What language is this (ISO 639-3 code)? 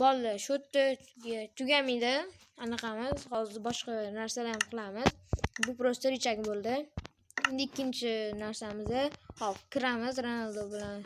uzb